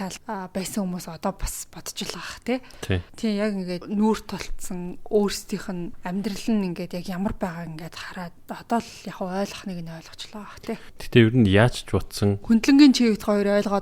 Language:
Mongolian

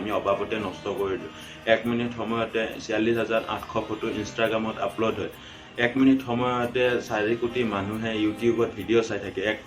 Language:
Assamese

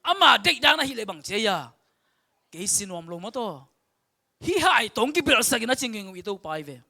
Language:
Tedim Chin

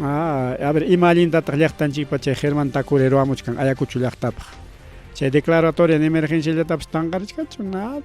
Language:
Ayacucho Quechua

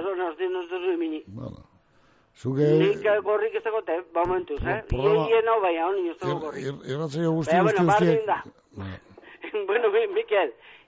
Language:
Basque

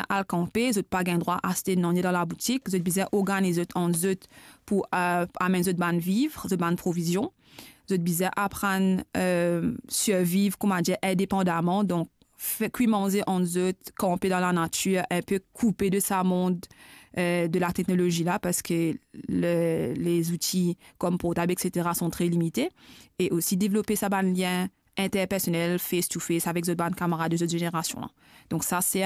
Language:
Morisyen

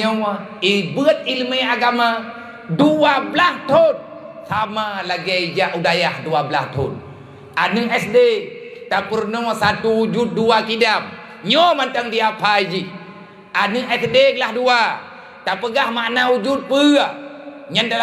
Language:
Achinese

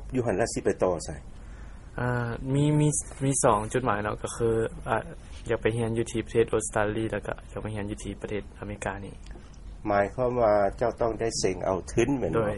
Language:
Lao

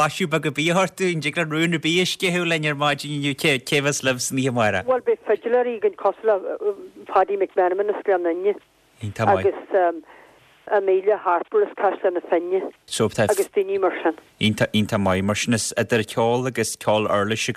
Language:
Irish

